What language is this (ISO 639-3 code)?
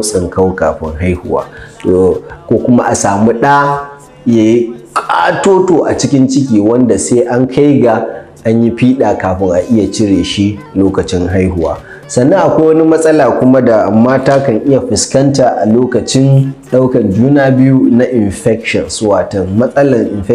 hau